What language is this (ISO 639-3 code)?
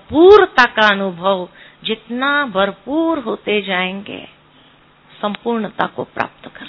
hin